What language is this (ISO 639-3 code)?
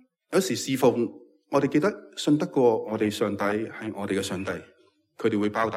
yue